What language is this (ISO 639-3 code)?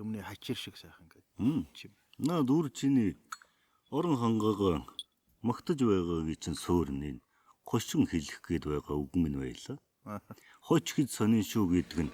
mon